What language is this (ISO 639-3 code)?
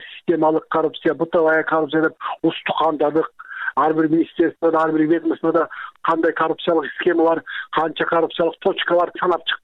kir